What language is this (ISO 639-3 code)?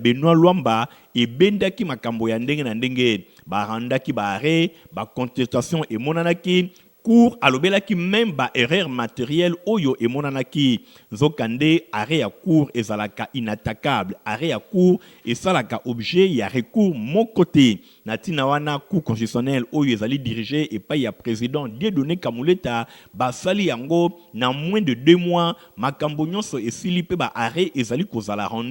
lin